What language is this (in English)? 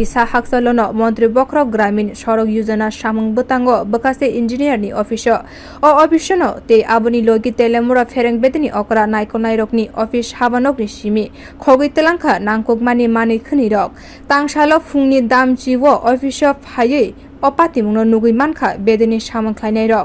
Kok Borok